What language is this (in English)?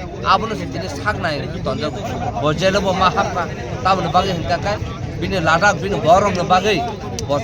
Kok Borok